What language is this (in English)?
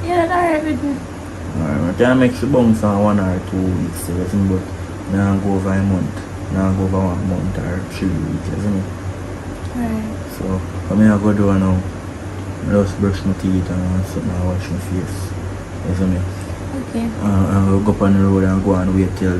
Jamaican Creole English